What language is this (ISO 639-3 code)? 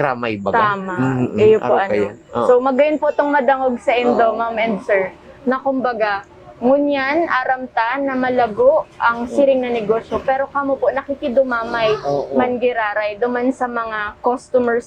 bik